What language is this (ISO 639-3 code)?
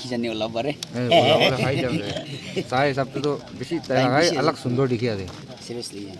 nag